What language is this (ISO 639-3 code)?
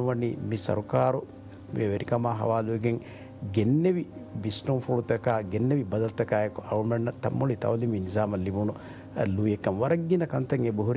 div